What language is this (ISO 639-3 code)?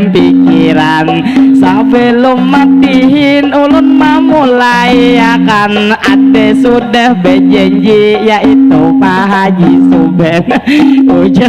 bjn